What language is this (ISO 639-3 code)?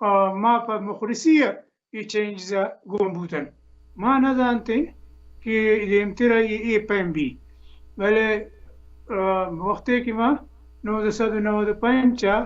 bal